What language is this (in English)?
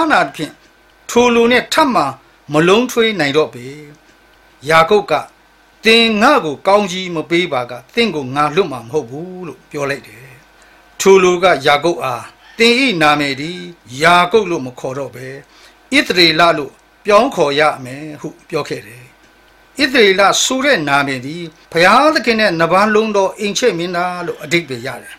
Burmese